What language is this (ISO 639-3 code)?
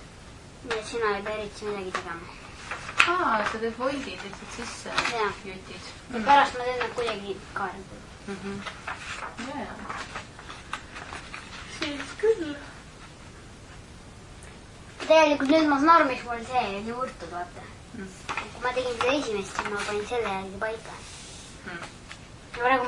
est